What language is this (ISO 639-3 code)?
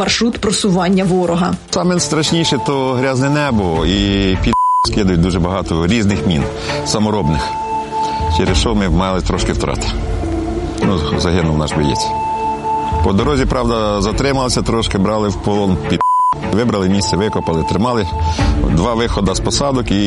ukr